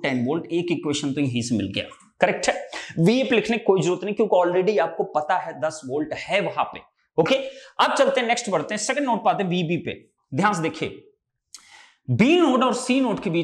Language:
Hindi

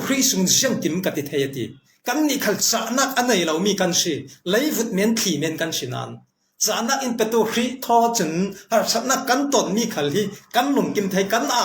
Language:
Falam Chin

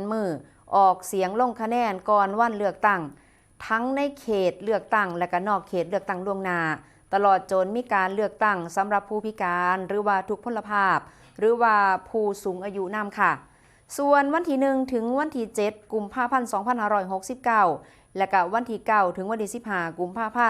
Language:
Northeastern Thai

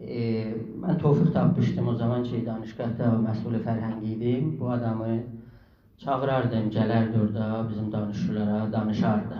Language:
South Azerbaijani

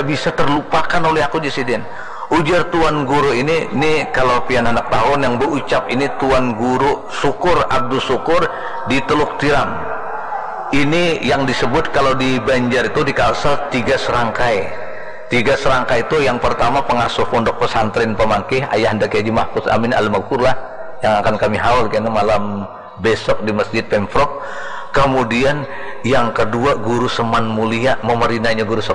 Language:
Banjar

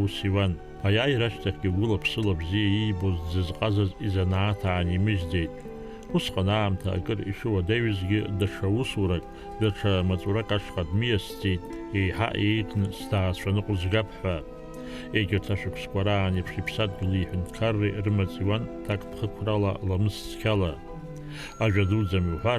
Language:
Abkhazian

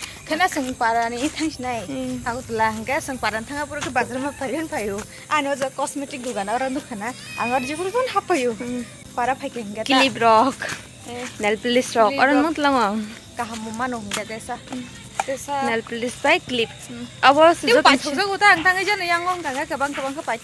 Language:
Kok Borok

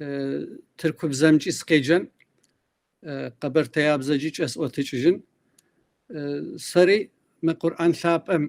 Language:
Kabardian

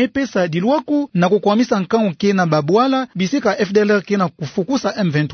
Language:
Kituba (Democratic Republic of Congo)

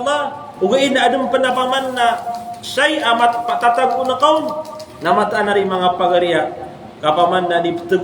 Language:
Maranao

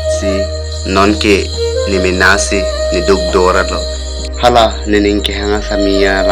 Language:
Karbi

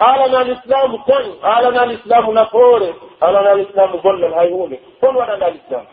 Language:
Pular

